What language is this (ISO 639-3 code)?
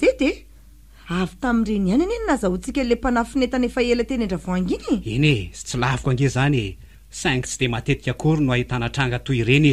mlg